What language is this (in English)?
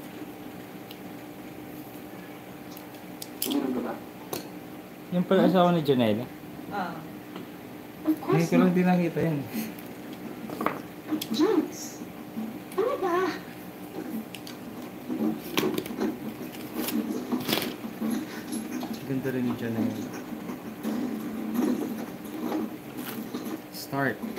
Filipino